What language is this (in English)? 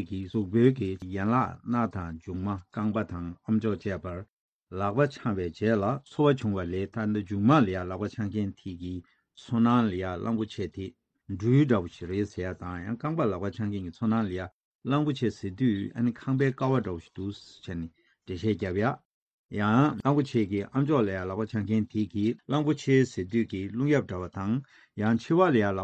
Tibetan